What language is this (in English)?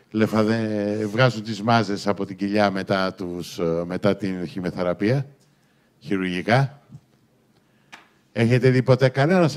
Greek